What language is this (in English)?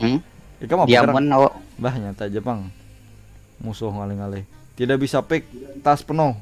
Banjar